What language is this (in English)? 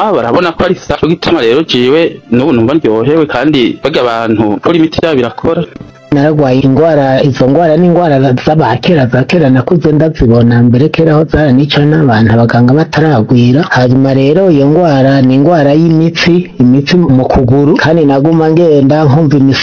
Rundi